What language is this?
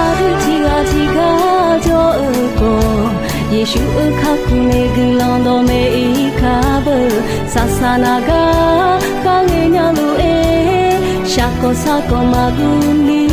Akha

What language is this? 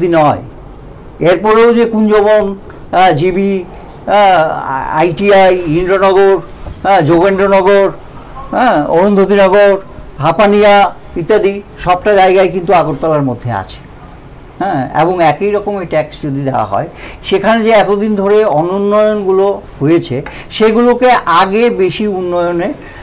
Bangla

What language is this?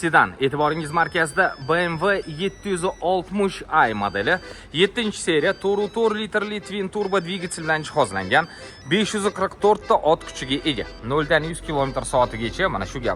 Uzbek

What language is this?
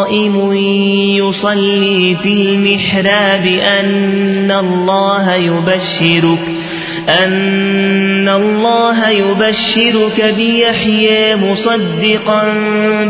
Arabic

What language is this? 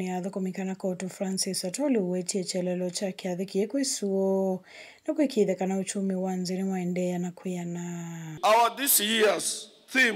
Kamba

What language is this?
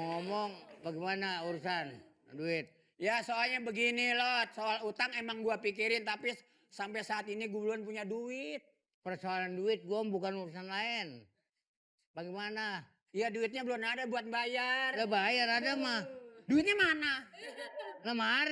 Betawi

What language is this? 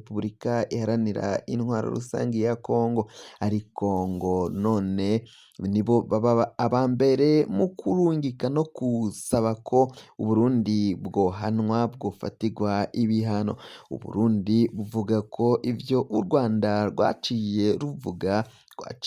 Rundi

